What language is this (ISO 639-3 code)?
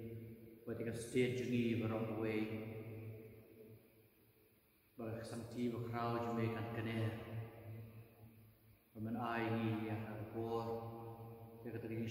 kha